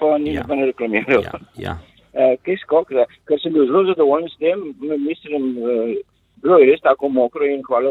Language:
Slovenian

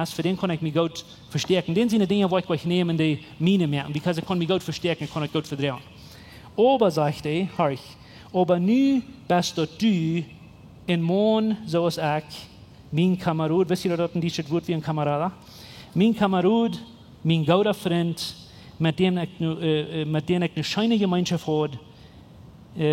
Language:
Plautdietsch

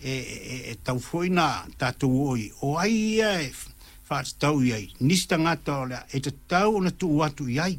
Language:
Samoan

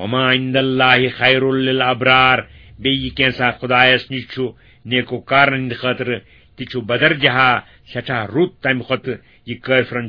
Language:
Kashmiri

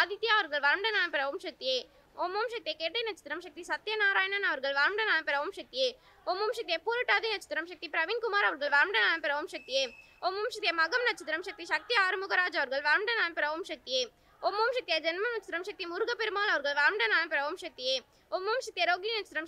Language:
Tamil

